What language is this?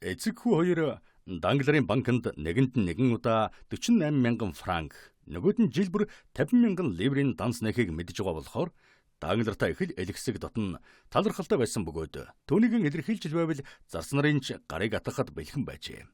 Mongolian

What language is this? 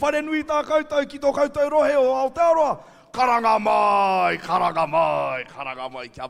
Māori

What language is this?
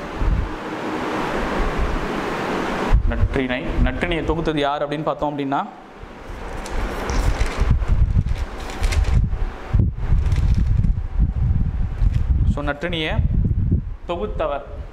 Tamil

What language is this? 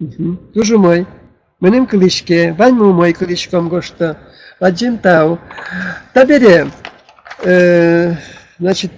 Udmurt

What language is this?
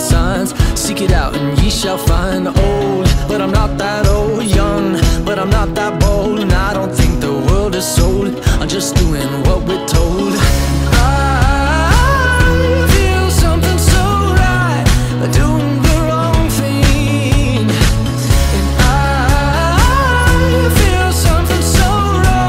English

